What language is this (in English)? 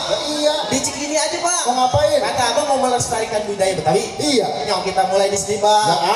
Betawi